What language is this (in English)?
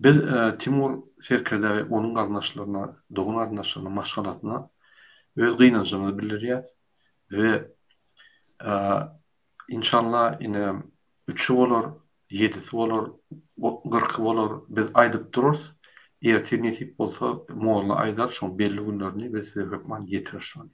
Turkmen